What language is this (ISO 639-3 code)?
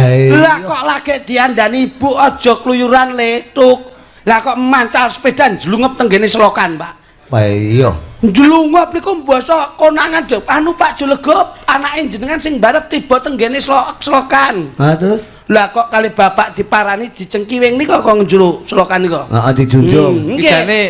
jav